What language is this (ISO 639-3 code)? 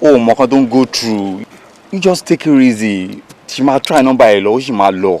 yor